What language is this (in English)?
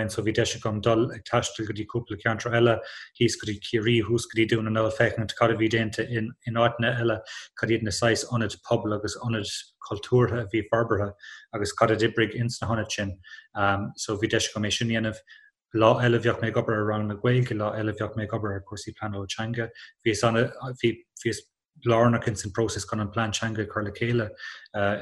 Irish